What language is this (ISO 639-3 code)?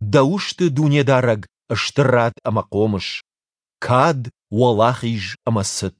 oss